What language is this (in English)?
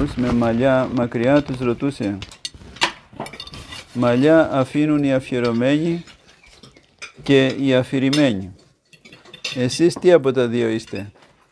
Greek